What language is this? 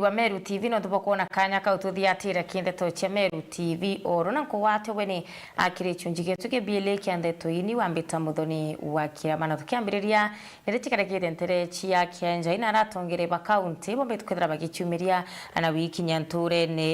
Meru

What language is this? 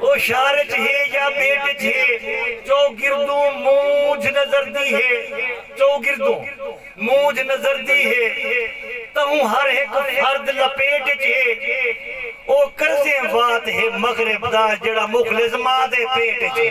Saraiki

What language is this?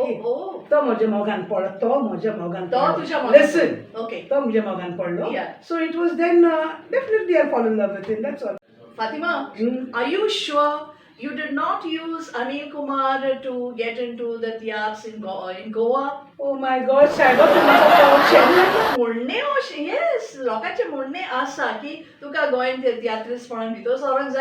Konkani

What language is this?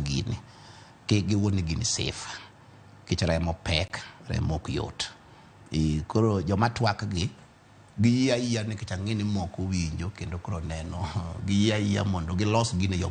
Luo (Kenya and Tanzania)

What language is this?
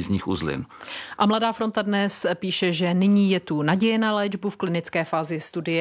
Czech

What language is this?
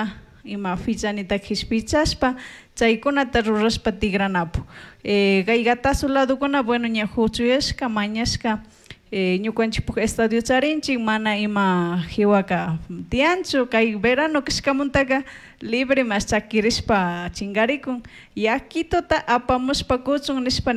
Chimborazo Highland Quichua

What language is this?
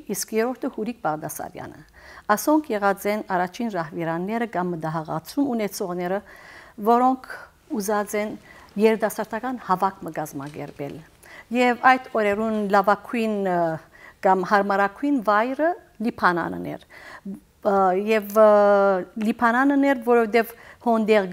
Western Armenian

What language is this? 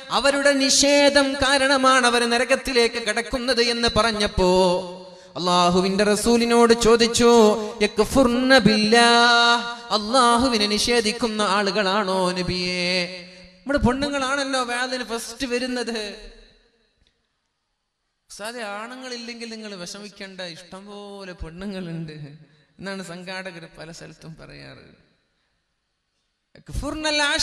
Malayalam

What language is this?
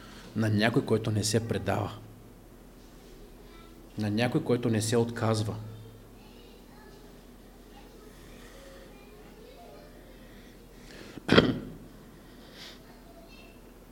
Bulgarian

